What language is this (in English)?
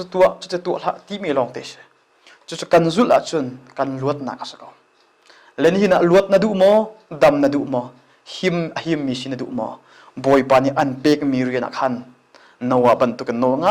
Hakha Chin